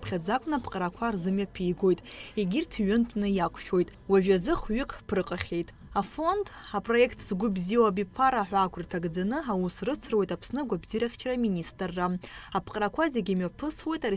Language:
Abkhazian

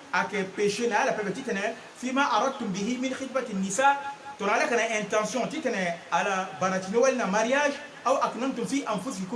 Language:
Sango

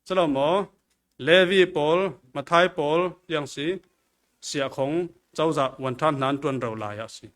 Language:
Falam Chin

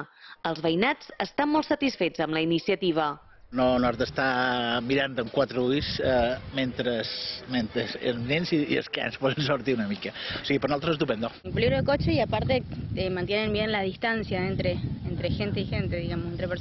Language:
Catalan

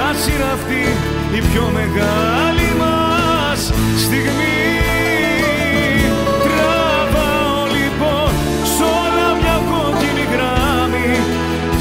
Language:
Greek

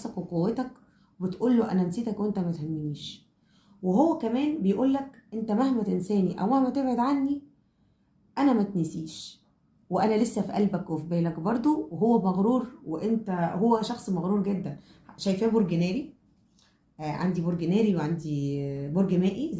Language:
Egyptian Arabic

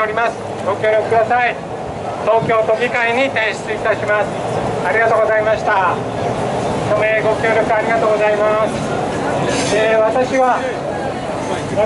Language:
Japanese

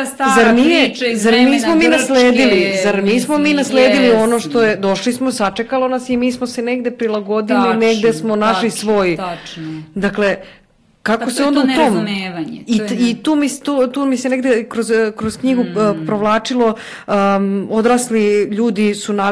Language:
Serbian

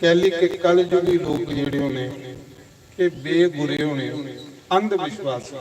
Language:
Dogri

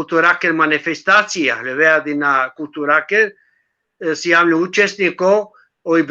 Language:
Balkan Romani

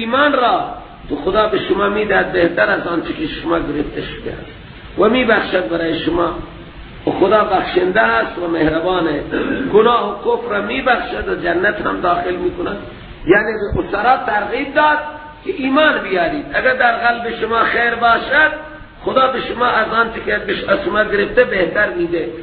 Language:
Persian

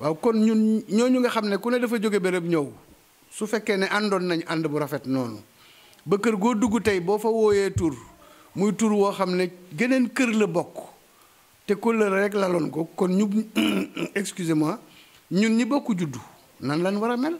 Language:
Wolof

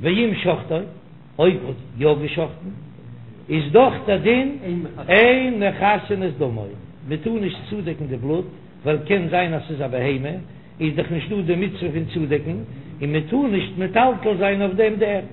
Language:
Yiddish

